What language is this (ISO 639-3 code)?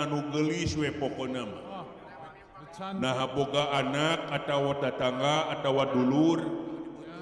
sun